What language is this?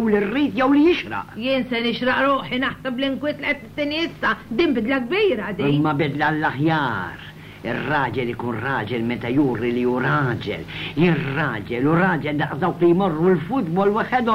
Maltese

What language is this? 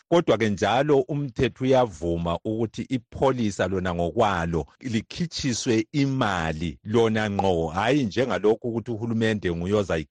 North Ndebele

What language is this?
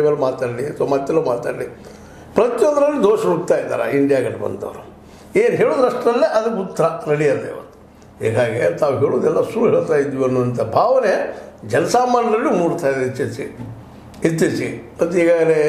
Kannada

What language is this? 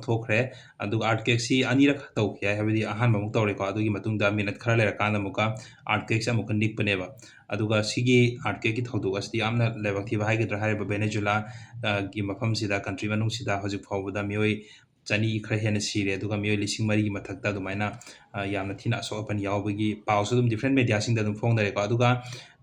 Manipuri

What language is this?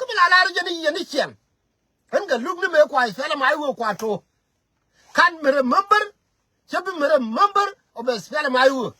Nuer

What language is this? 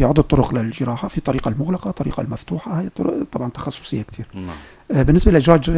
North Levantine Arabic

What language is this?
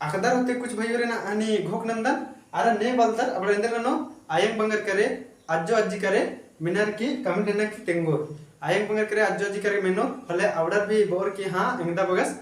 Kurukh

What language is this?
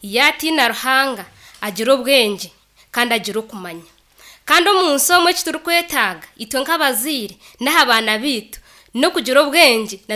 Nyankole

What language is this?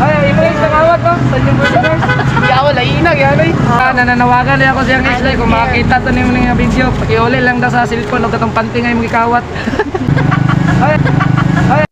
Cebuano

